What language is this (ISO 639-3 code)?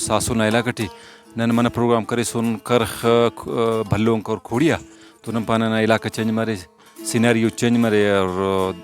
brh